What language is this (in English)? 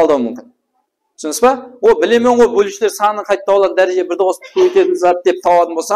Kara-Kalpak